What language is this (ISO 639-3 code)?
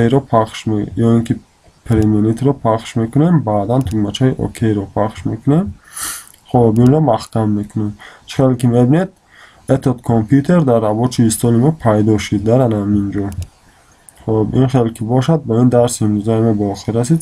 tgk